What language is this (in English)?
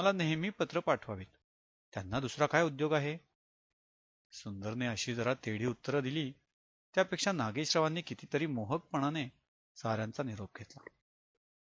Marathi